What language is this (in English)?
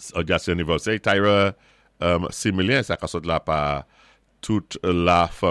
Saint Lucian Creole French